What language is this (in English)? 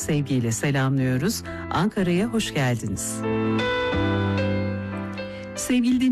Turkish